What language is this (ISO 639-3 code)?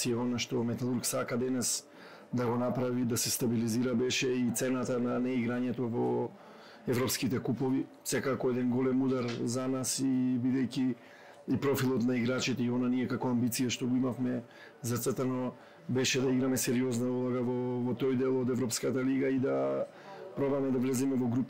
mkd